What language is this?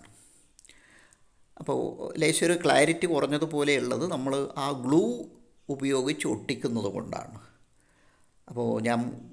Malayalam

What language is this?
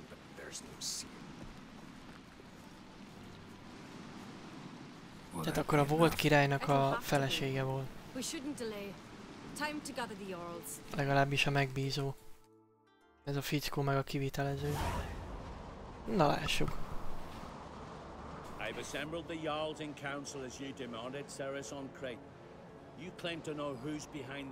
Hungarian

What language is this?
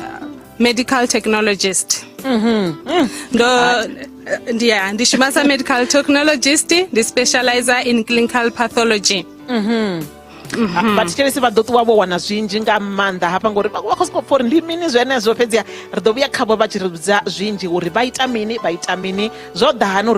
Venda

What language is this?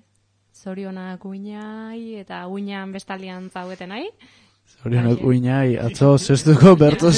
Basque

